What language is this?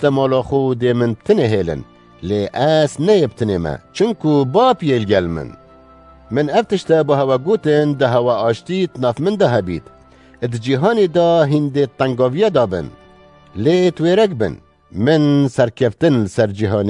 Kurdish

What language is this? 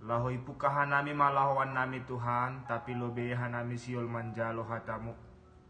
Batak Simalungun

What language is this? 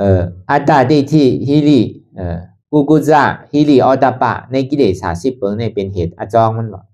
Shan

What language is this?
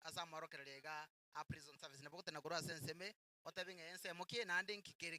Gusii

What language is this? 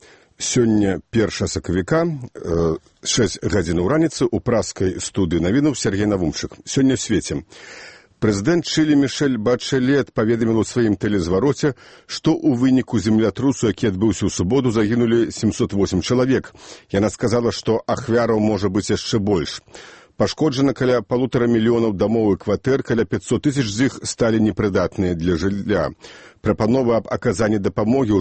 Belarusian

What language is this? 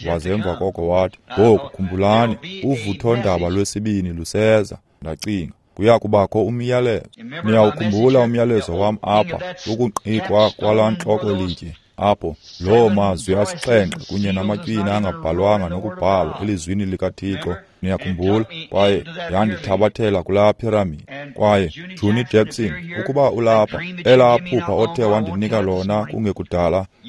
Xhosa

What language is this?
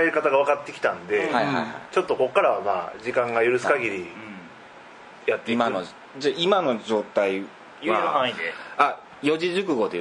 Japanese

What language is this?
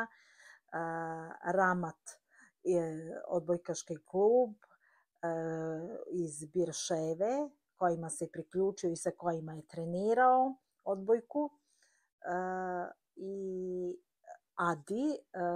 Serbian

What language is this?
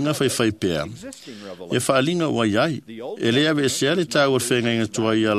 Samoan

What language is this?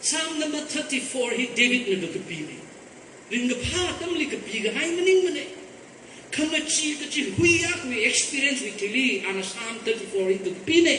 Tangkhul Naga (India)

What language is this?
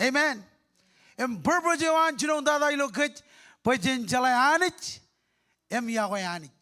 Marshallese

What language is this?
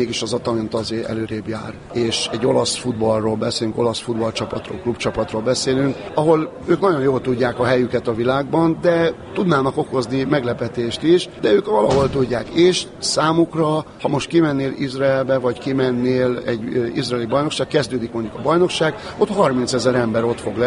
Hungarian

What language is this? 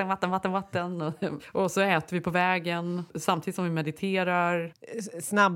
Swedish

